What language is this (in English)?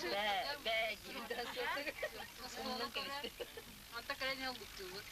Yakut